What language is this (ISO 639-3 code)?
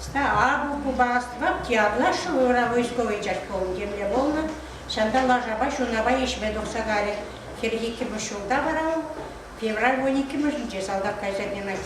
chv